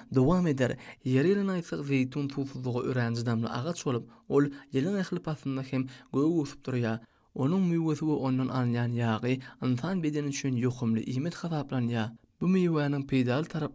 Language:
Turkmen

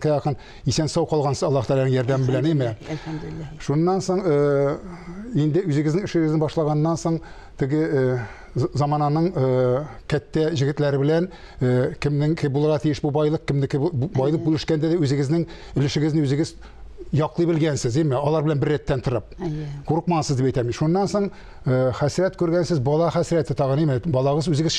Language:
Tatar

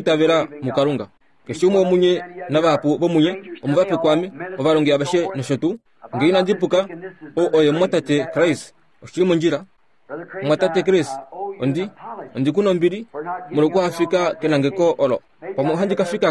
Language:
Kuanyama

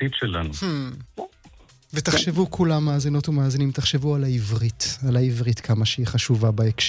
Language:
Hebrew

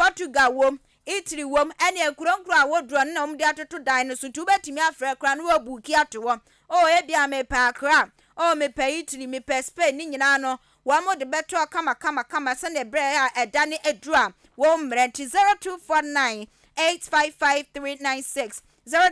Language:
Akan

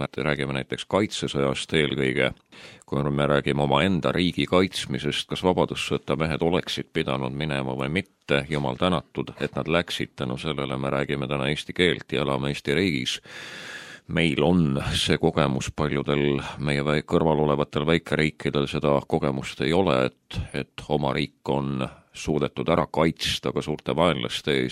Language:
Estonian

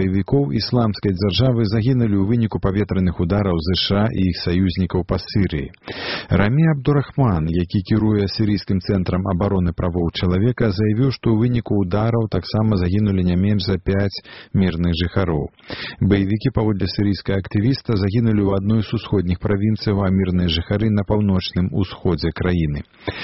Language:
Belarusian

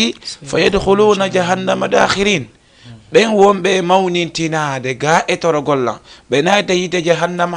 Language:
Fula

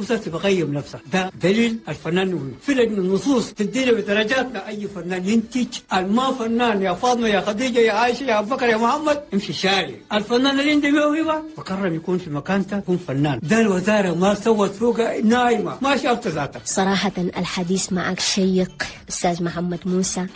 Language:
Chadian Arabic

